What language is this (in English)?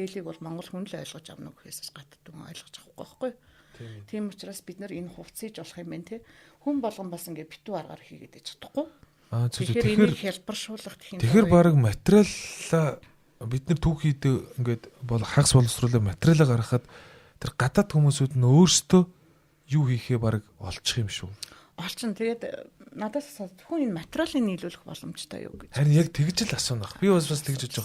Mongolian